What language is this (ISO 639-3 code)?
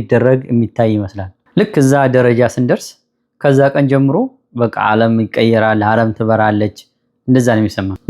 amh